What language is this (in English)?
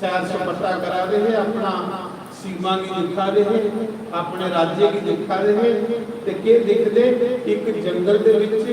Dogri